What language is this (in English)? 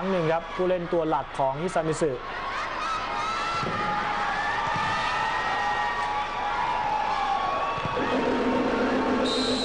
Thai